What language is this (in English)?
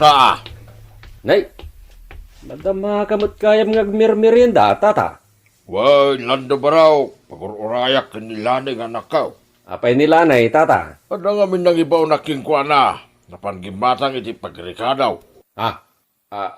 Iloko